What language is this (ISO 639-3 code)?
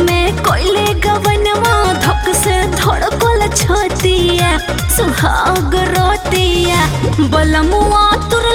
bho